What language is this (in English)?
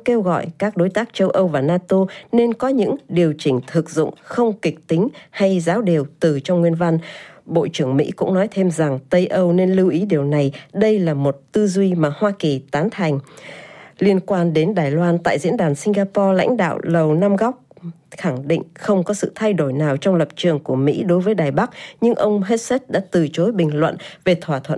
Vietnamese